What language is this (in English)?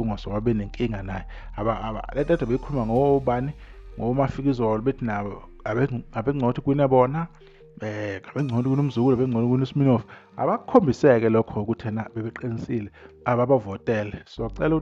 Zulu